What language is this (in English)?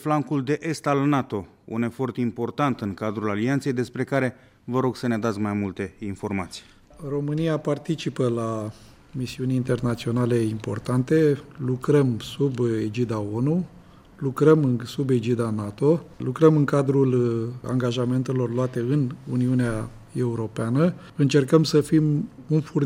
Romanian